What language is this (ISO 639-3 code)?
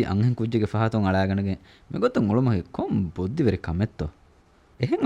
div